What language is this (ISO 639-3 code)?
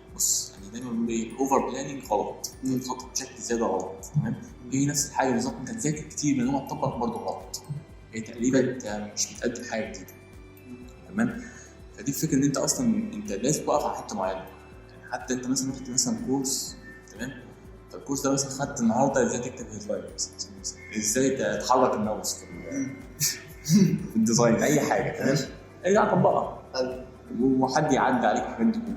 arz